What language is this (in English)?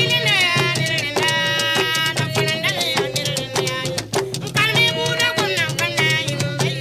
Mossi